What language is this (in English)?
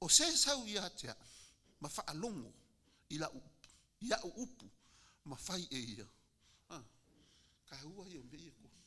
Samoan